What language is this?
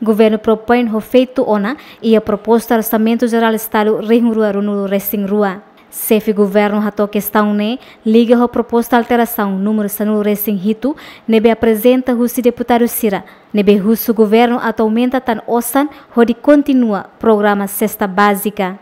Tetum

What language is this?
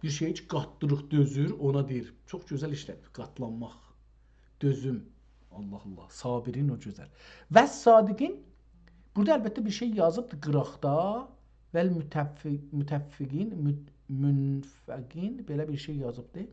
South Azerbaijani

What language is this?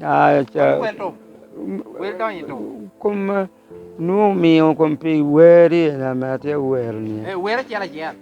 Lango (Uganda)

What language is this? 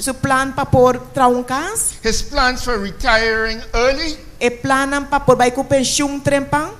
Papiamento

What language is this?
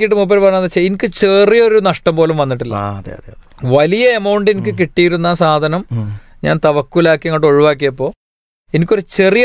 Malayalam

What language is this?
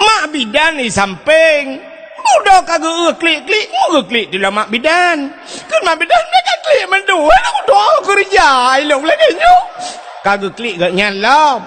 Achinese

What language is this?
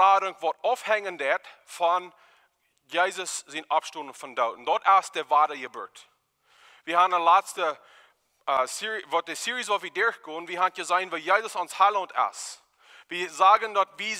Plautdietsch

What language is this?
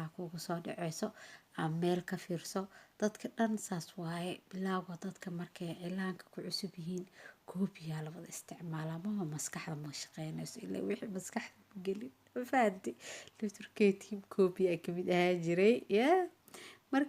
Somali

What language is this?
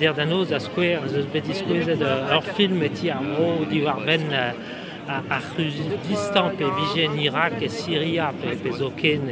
Breton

